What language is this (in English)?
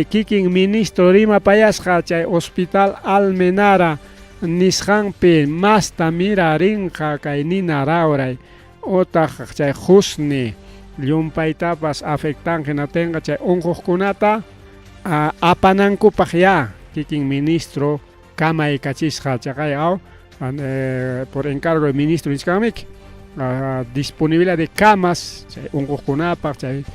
Ayacucho Quechua